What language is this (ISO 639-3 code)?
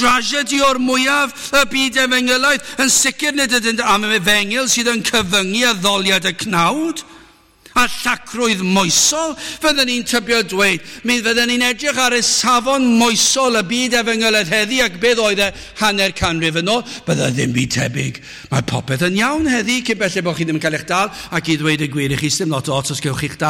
cym